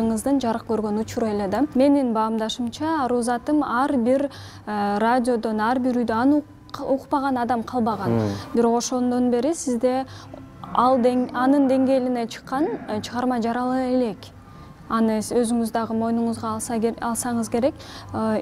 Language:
Kyrgyz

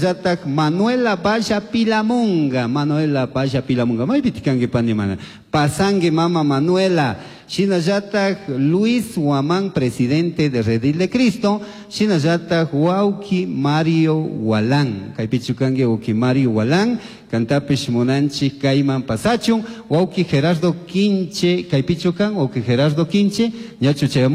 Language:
Chimborazo Highland Quichua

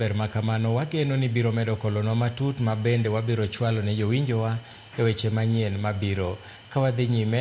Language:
Luo (Kenya and Tanzania)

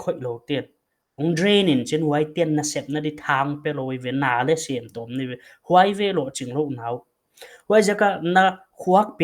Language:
Paite Chin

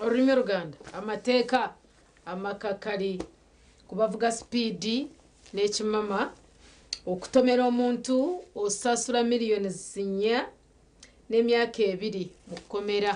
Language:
Nyankole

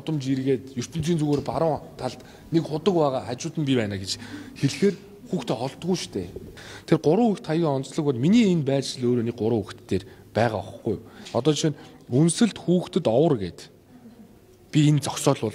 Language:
Mongolian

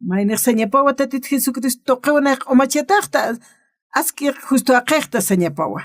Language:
Aymara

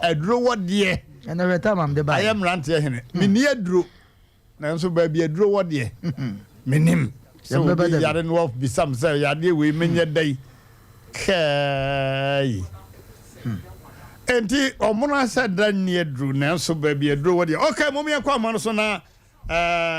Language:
Akan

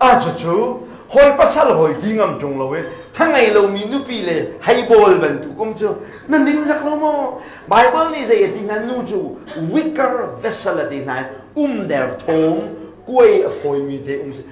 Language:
Hakha Chin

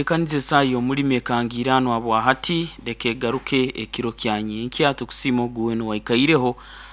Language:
Nyoro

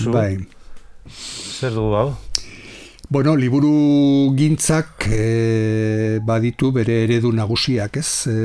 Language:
Basque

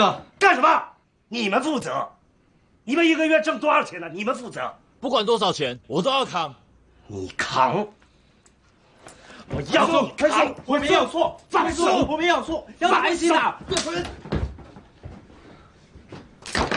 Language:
Chinese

